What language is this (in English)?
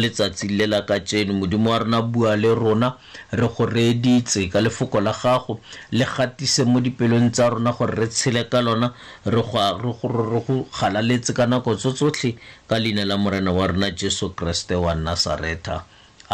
Tswana